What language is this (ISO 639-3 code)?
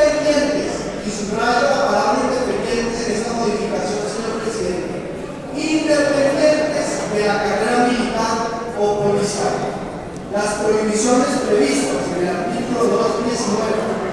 spa